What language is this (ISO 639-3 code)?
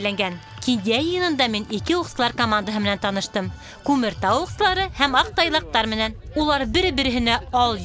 bak